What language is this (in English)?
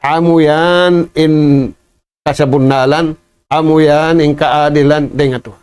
Tausug